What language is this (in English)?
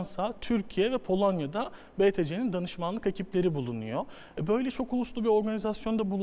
Turkish